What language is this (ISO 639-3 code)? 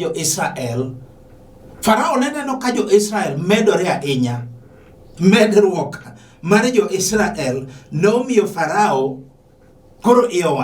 luo